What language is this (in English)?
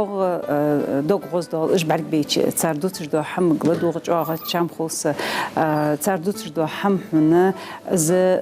Ingush